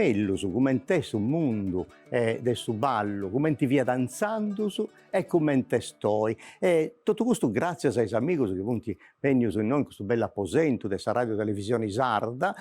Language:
Sardinian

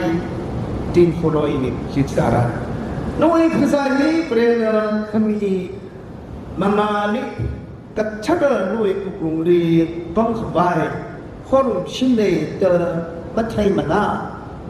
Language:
Tangkhul Naga (India)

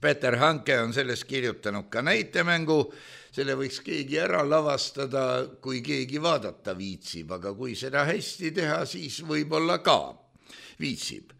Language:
Estonian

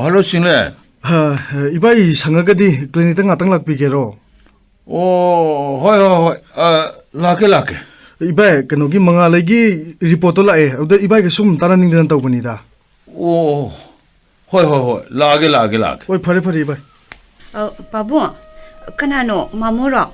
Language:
Manipuri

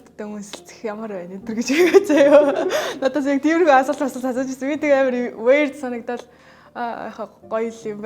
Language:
Mongolian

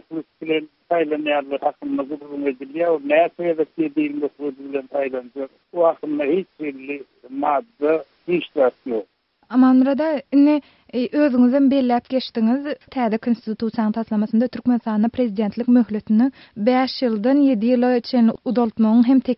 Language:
Turkmen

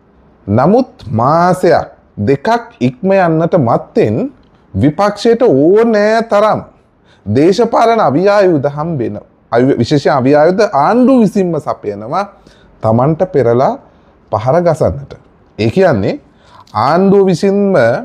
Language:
Sinhala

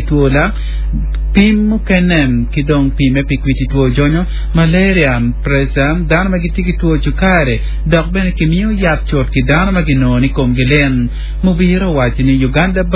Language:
Acoli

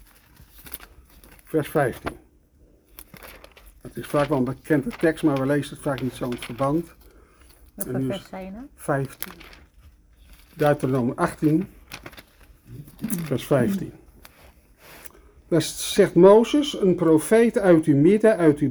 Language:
Dutch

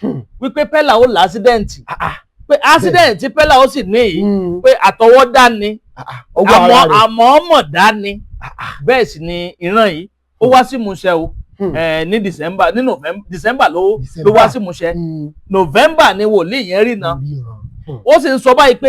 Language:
Yoruba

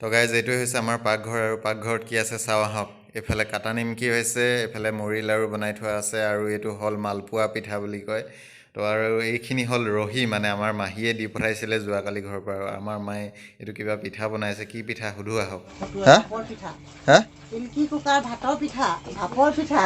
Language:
Assamese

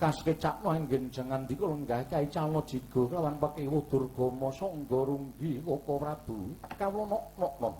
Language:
Javanese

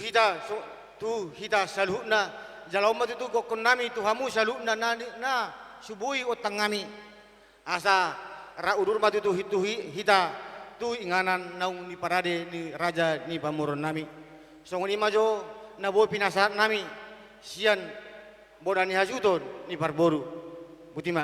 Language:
Batak Toba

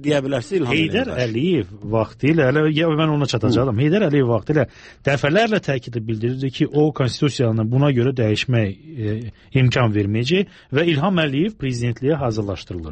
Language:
Azerbaijani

